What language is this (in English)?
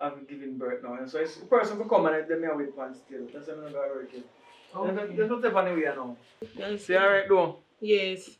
Jamaican Creole English